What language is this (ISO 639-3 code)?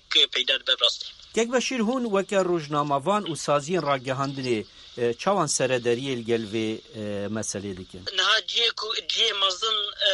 kur